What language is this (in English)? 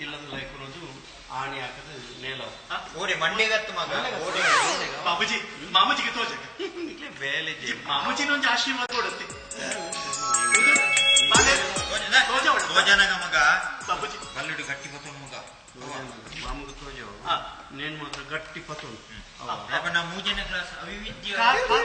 Tulu